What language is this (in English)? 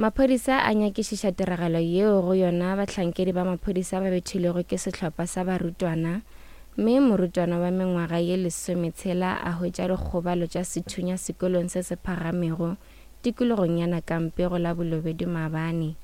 Northern Sotho